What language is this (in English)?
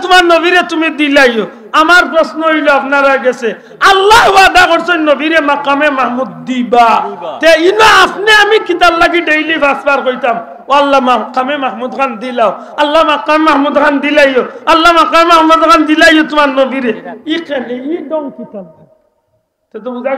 Sylheti